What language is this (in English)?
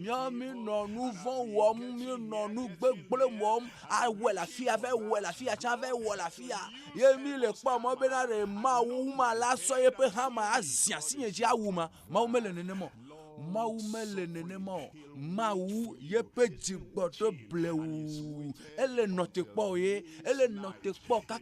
Ewe